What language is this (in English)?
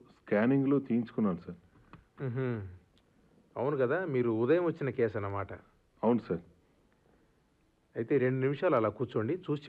Telugu